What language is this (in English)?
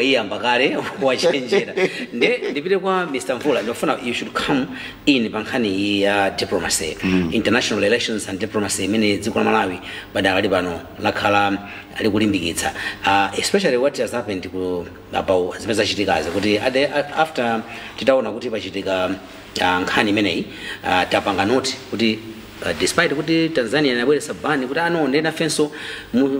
Nyanja